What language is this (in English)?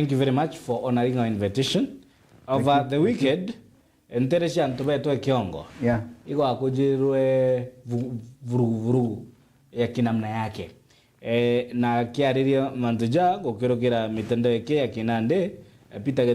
Meru